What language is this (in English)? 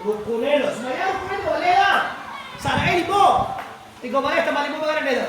Minangkabau